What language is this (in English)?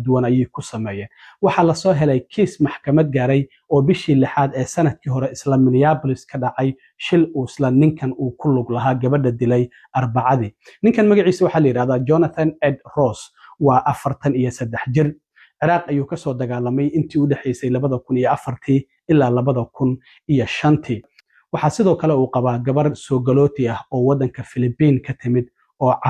Somali